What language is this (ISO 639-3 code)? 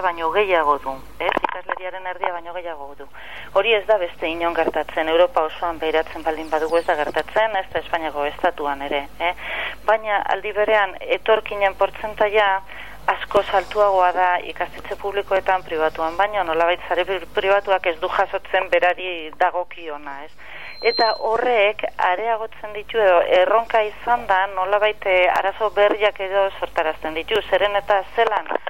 eus